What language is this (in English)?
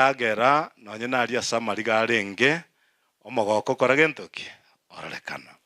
Gusii